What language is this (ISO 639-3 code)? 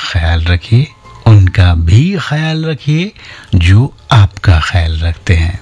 hin